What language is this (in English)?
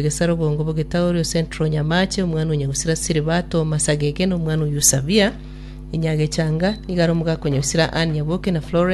Gusii